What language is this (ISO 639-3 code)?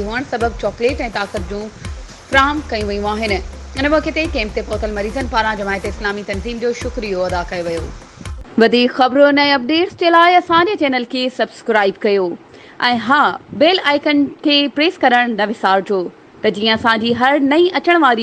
snd